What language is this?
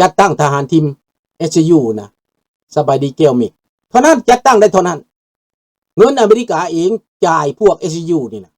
Lao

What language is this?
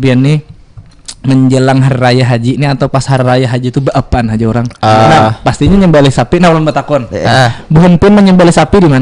Banjar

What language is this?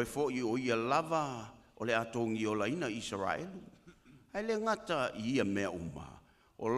Samoan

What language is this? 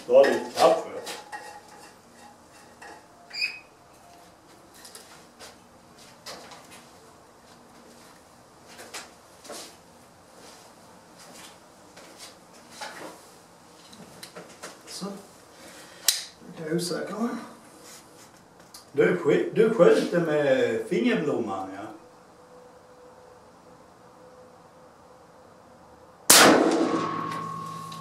Swedish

